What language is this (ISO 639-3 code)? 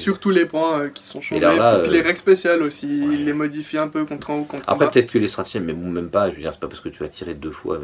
fra